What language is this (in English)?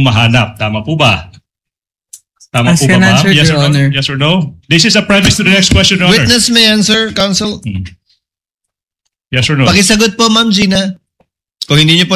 Filipino